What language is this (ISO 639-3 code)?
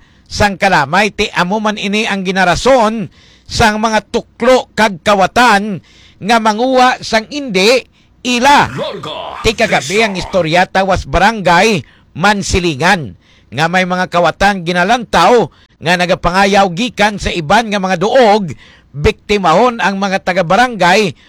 hil